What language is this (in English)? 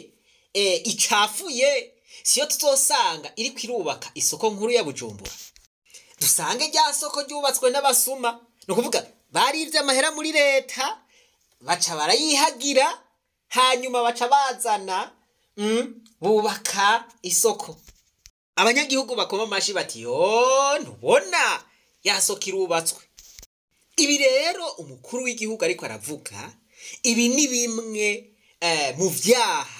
Rundi